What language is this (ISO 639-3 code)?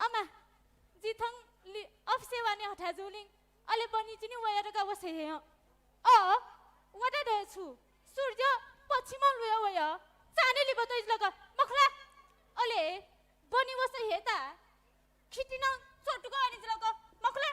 new